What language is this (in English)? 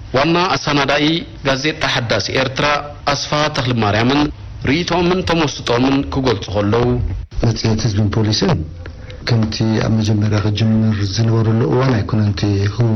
Tigrinya